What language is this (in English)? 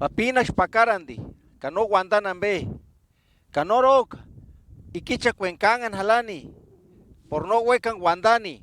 Purepecha